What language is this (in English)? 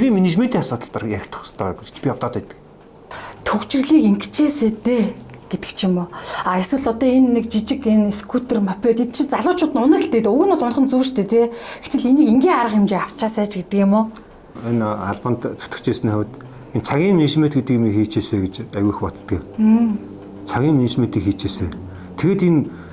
Mongolian